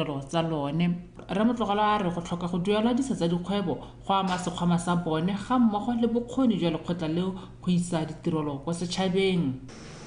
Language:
Tswana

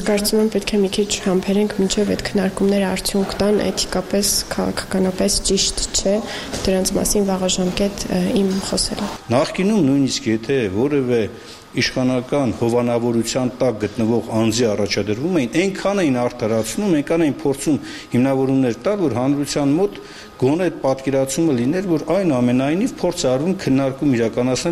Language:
Armenian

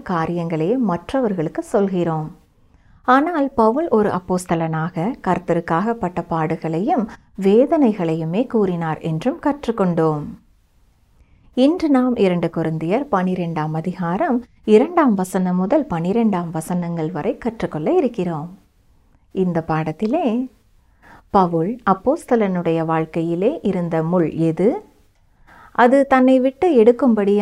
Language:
Tamil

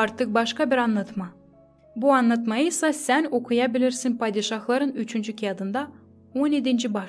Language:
Gagauz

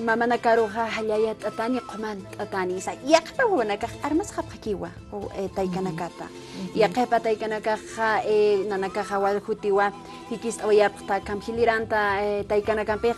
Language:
Aymara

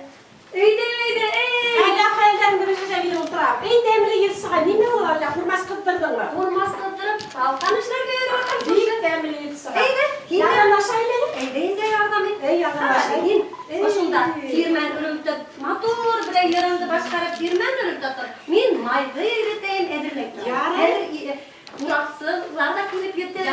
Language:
Bashkir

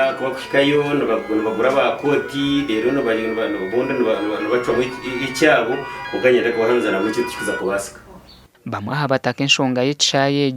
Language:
Nyankole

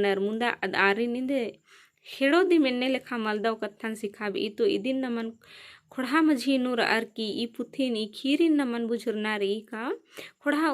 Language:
Kurukh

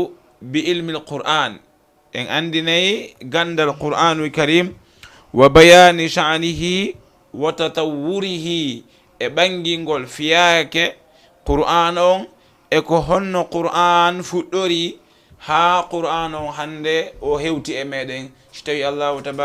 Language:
Fula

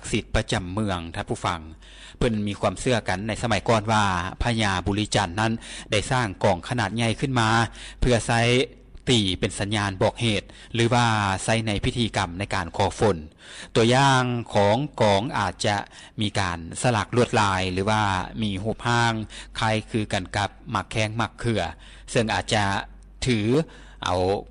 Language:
Lao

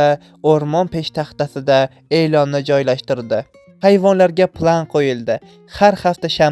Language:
Uzbek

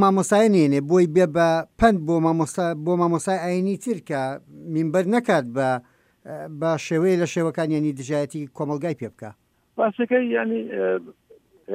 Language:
Central Kurdish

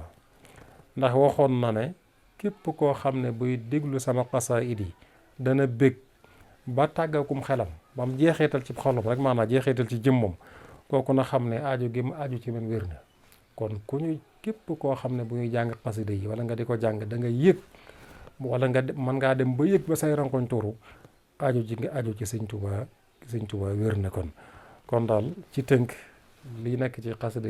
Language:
Wolof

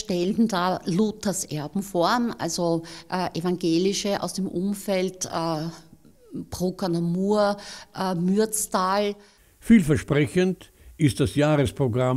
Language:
German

